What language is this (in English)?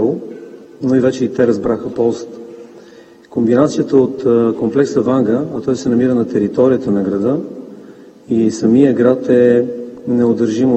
Bulgarian